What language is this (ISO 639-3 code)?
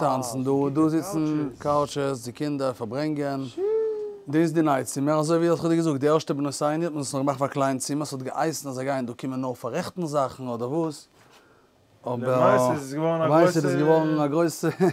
yid